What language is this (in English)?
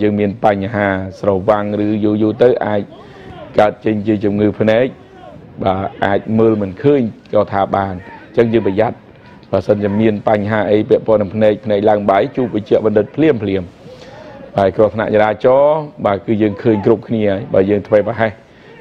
Khmer